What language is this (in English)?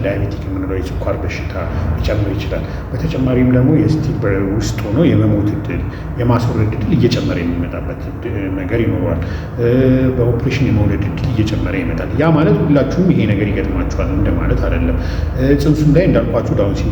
Amharic